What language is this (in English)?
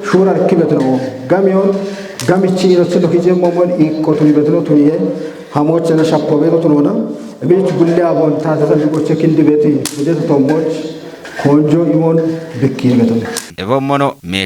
Kafa